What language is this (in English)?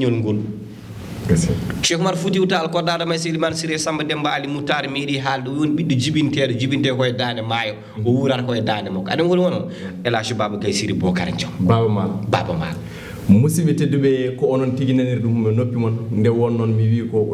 Fula